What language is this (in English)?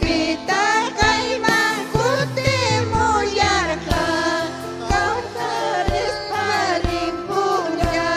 Ayacucho Quechua